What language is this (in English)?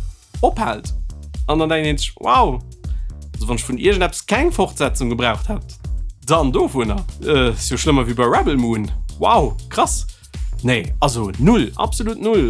Luxembourgish